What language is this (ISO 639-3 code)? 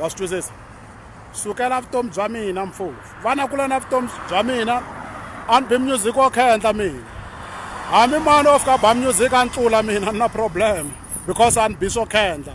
tso